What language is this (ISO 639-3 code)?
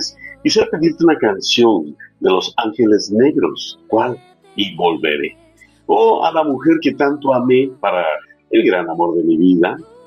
spa